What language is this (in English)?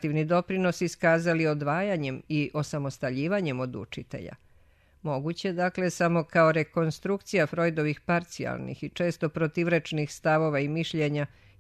Serbian